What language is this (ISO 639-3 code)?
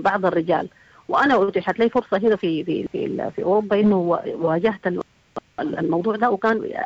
apd